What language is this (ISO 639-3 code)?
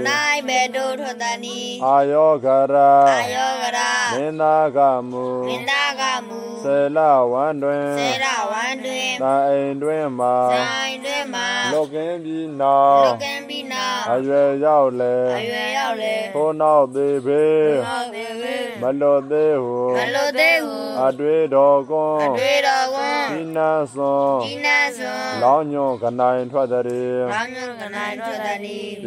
mya